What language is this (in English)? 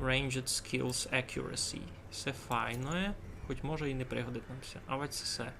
Rusyn